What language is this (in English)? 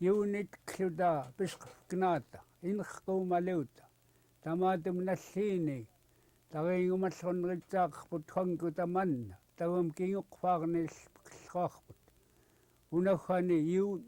Central Yupik